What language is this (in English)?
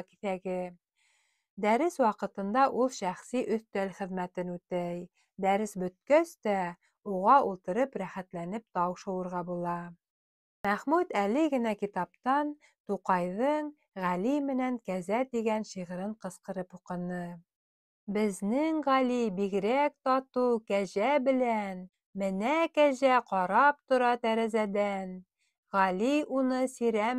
Bashkir